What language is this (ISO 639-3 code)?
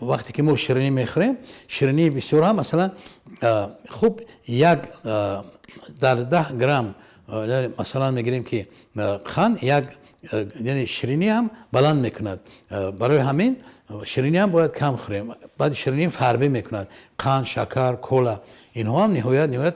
tgk